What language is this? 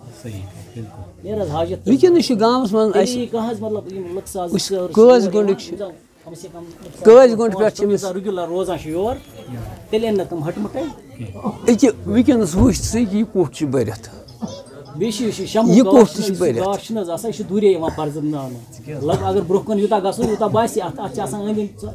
Kashmiri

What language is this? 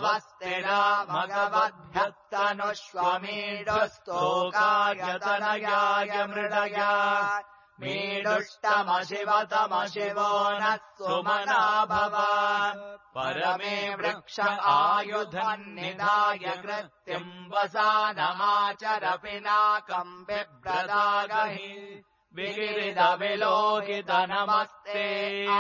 Sanskrit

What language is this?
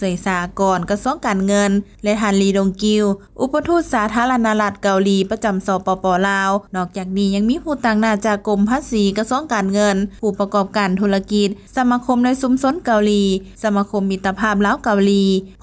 Lao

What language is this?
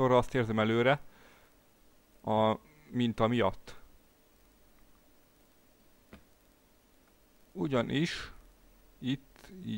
Hungarian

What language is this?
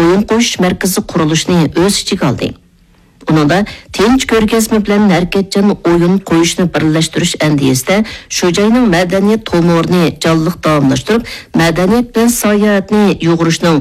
Uyghur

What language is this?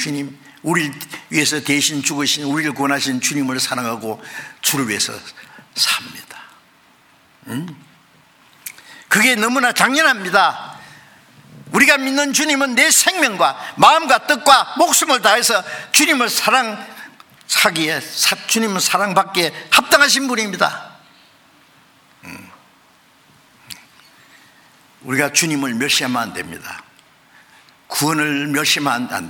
Korean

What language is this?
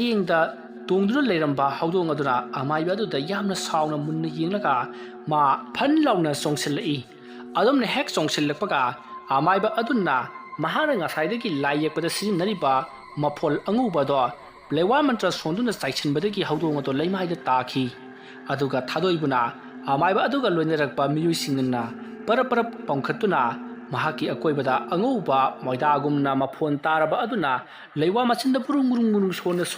Manipuri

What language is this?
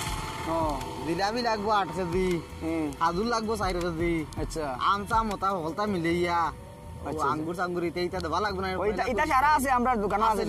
Sylheti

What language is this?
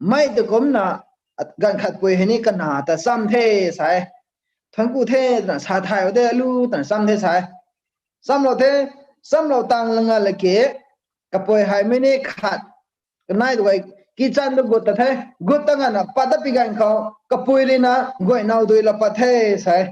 Rongmei Naga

